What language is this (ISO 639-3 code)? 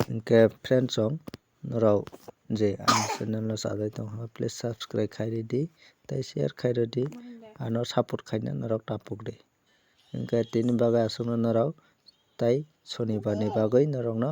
trp